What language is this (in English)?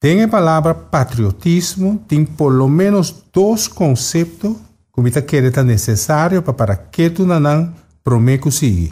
Papiamento